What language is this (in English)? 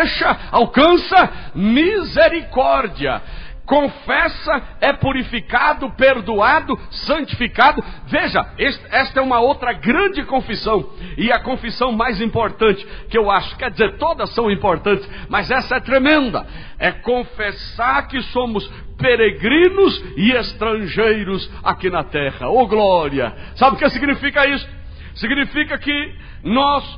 Portuguese